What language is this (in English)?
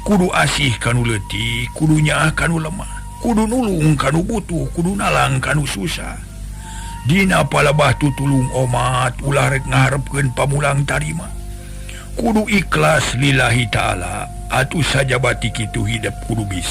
Sundanese